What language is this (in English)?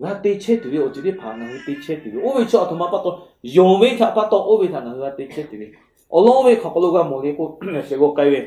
Lahu